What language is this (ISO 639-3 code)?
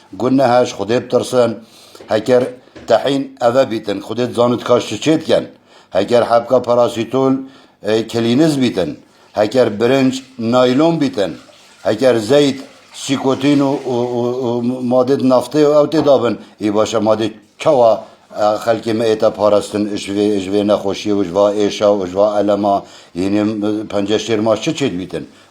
kur